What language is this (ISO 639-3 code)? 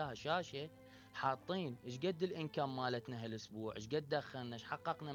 acm